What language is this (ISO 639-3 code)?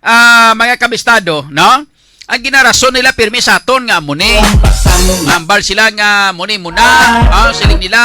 hil